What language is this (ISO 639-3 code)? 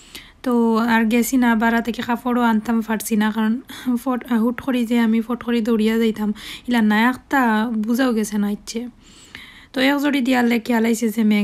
syl